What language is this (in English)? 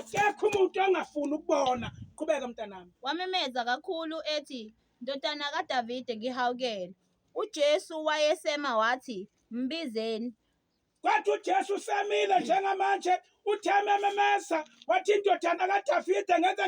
Zulu